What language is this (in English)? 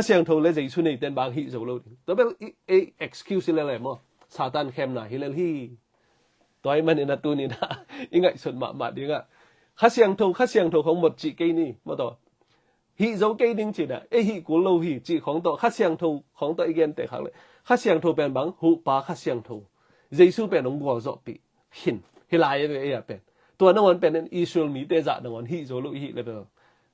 Tedim Chin